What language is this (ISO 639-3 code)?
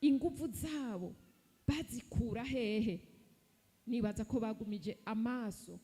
run